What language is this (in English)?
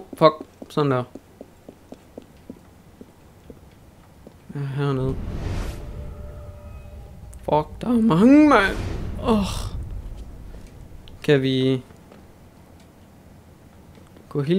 Danish